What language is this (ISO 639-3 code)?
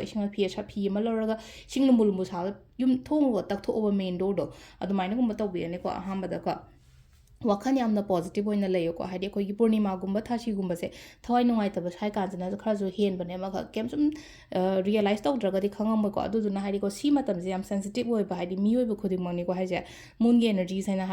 mni